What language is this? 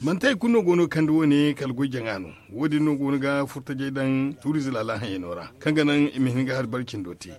Zarma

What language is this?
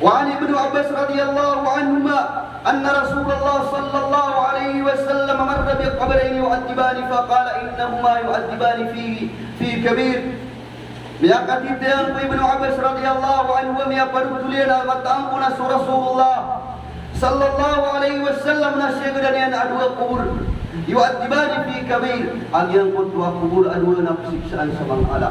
Maranao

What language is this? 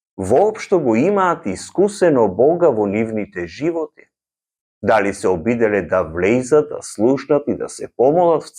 Macedonian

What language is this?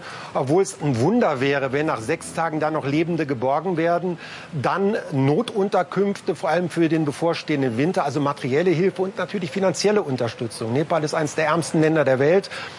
German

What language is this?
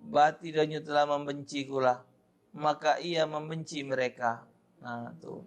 Musi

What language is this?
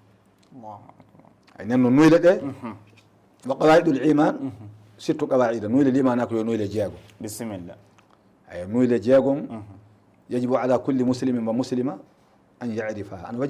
Fula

